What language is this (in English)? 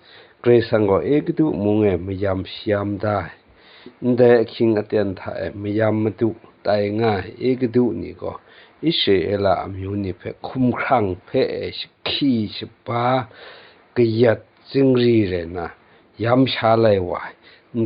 Kachin